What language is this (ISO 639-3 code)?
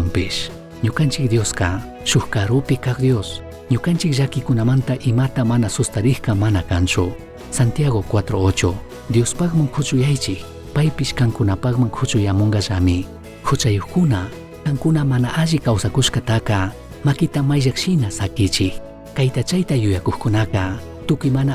qug